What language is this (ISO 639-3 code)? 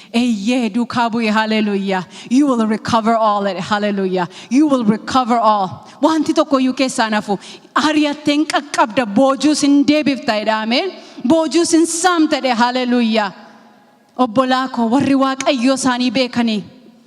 orm